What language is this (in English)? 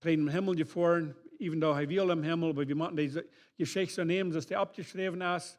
Plautdietsch